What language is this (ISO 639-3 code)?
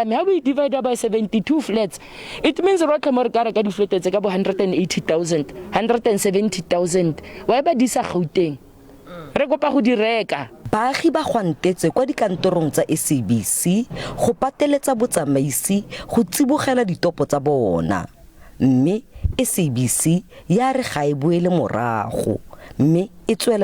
tsn